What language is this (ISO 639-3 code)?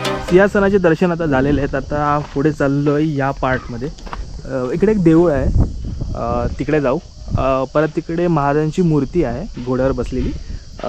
mar